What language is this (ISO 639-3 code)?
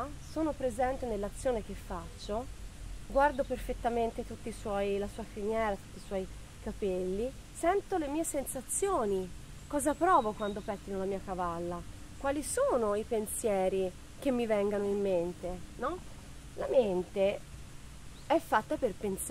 ita